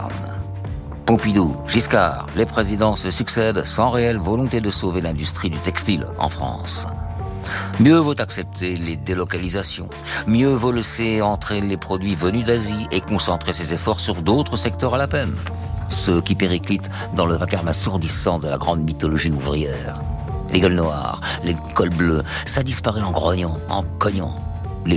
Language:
French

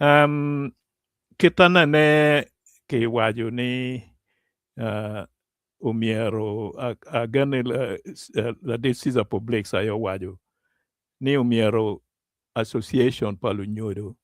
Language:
Acoli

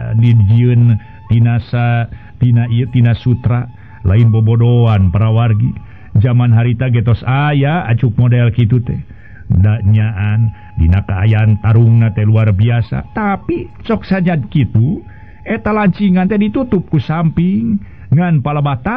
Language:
Sundanese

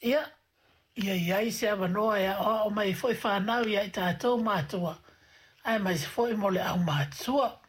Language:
Samoan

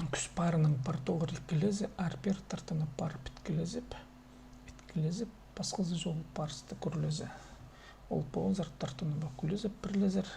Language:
Khakas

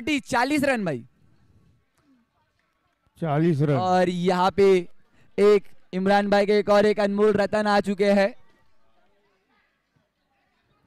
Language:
Hindi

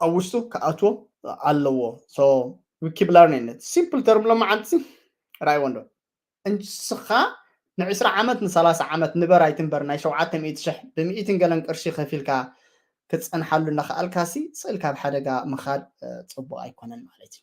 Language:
Tigrinya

